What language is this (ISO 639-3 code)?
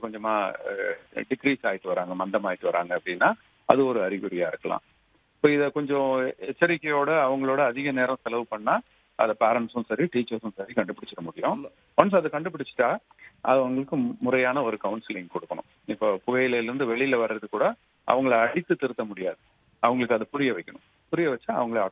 tam